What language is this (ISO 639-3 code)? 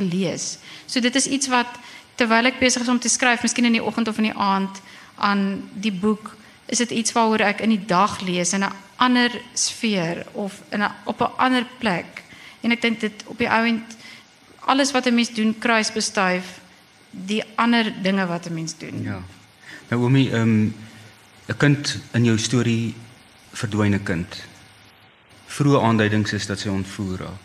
afr